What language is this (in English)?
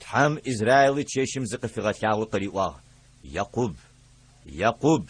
Adyghe